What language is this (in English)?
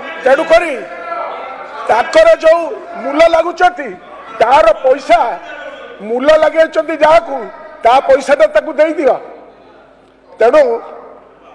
Odia